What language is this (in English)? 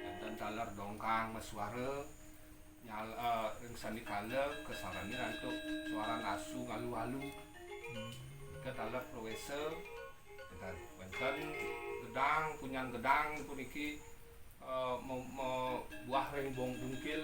Balinese